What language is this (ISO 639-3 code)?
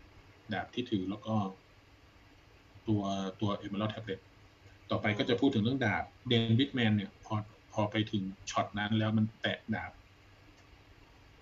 tha